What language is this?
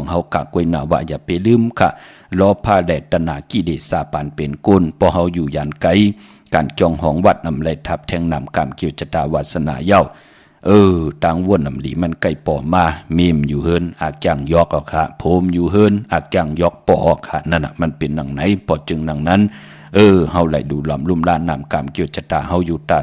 Shan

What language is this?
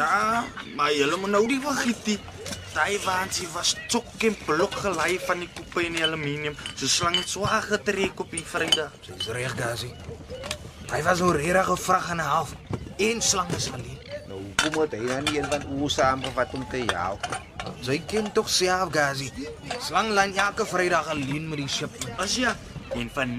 Afrikaans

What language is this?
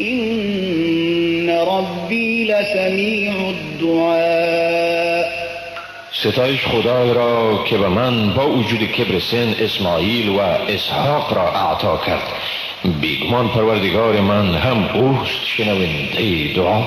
Tajik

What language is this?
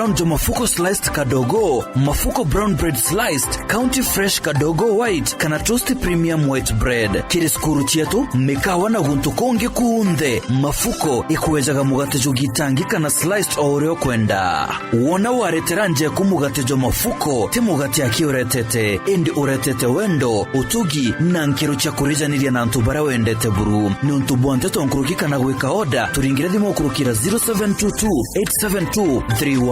Meru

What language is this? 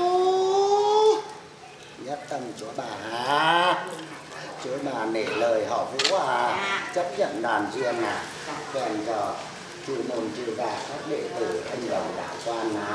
Vietnamese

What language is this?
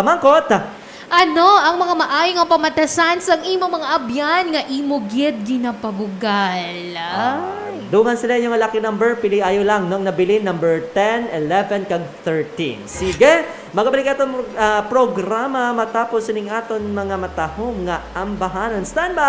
Hiligaynon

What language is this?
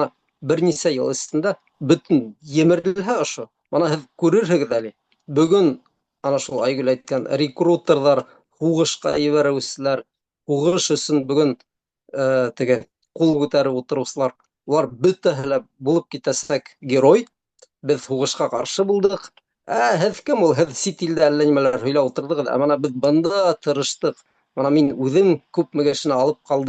Bashkir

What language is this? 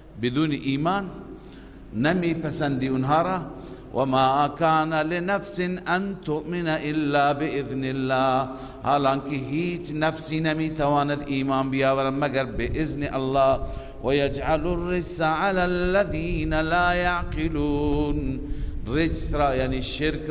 Persian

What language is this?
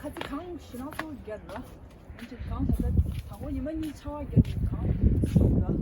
Tibetan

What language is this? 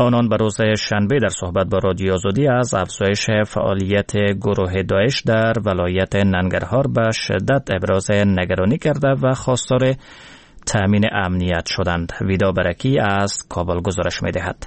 Persian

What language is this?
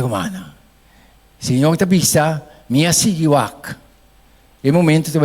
Papiamento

